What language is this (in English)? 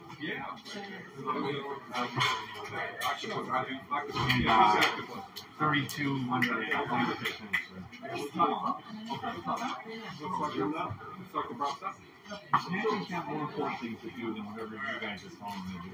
English